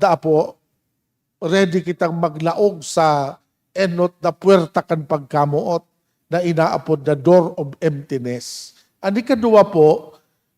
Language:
Bikol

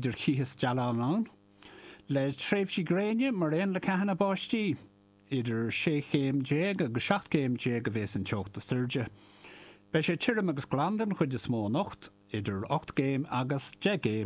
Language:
Irish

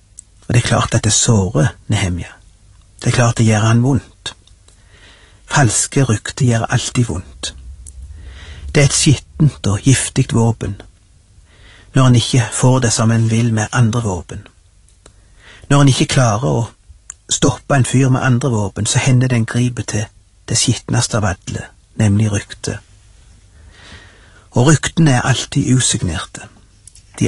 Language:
Norwegian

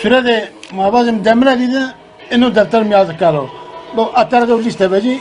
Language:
Zaza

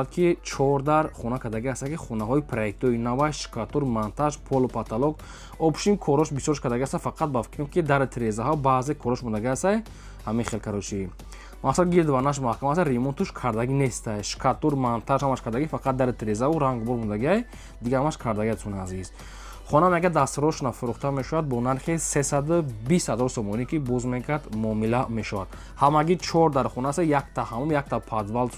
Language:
Tajik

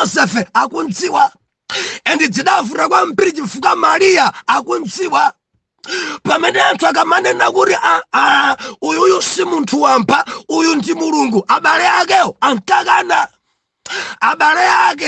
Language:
Nyanja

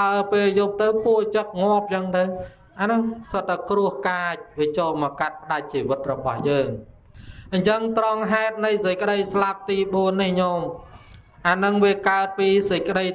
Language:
Khmer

